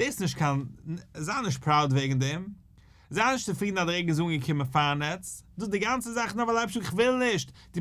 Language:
Yiddish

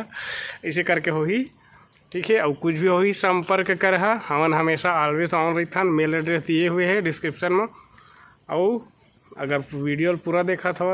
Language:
Chhattisgarhi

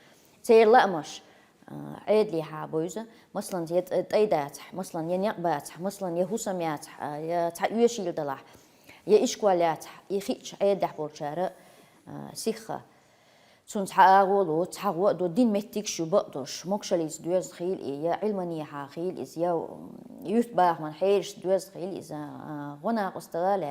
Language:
Chechen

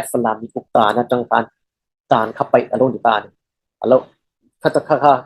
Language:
Falam Chin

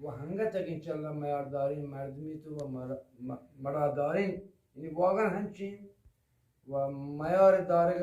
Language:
Eastern Balochi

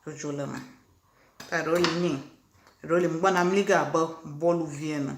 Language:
Ewe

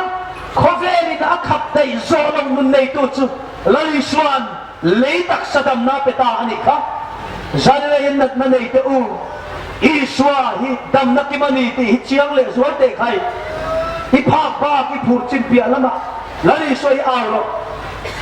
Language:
Hmar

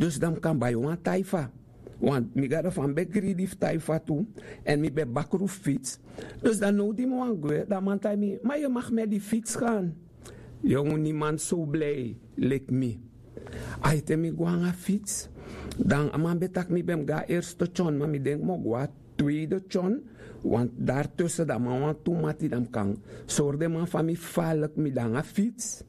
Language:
Sranan Tongo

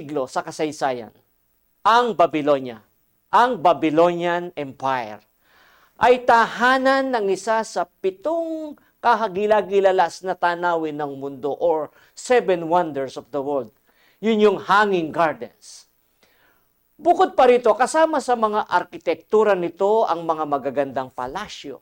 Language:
Filipino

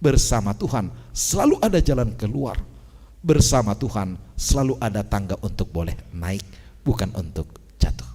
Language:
Batak Simalungun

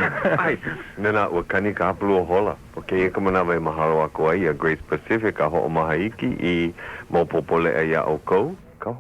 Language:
Hawaiian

